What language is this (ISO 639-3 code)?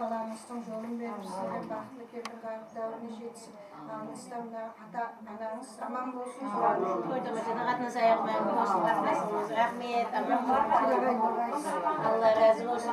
kaa